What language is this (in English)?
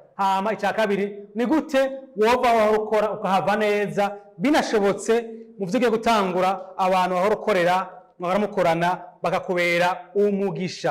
Rundi